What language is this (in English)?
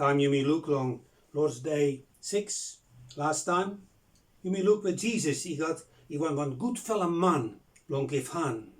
Bislama